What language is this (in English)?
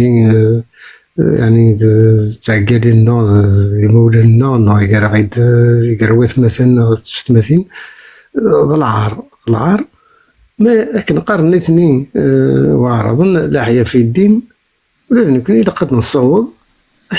Kabyle